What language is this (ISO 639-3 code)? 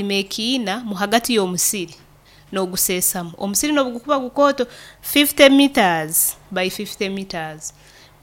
nyo